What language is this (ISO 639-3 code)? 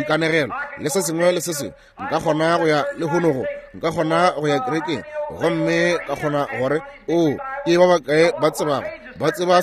nso